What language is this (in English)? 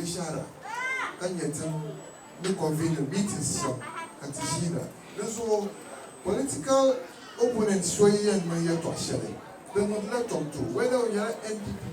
Dagbani